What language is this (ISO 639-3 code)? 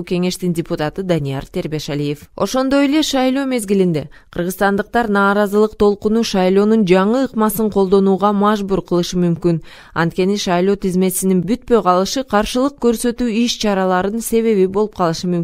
kir